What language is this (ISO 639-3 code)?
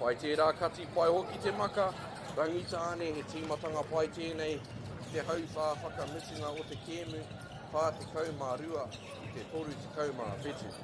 mri